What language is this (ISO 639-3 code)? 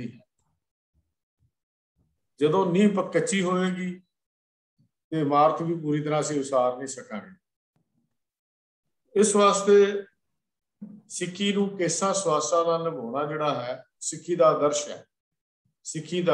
pan